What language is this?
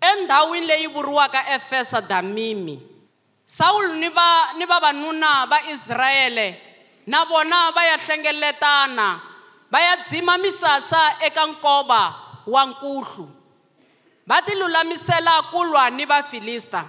Tsonga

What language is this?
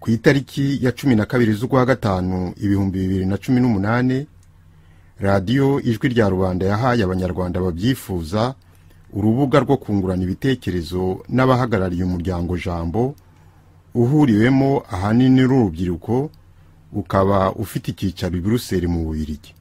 Kinyarwanda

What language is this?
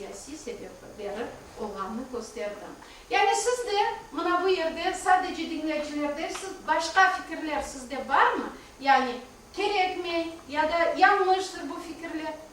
Crimean Tatar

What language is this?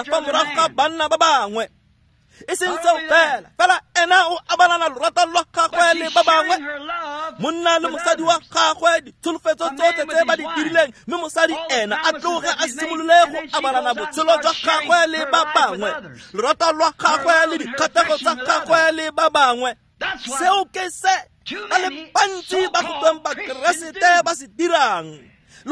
Tswana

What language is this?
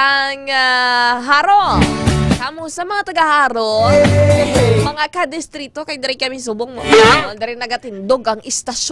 Hiligaynon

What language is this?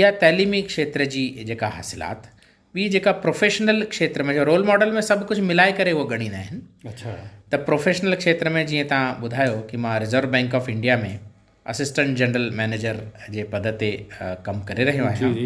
Sindhi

